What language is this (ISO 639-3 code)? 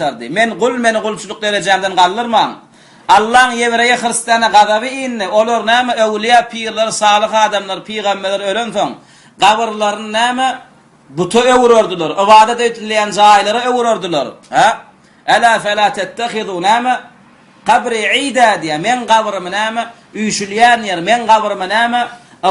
tuk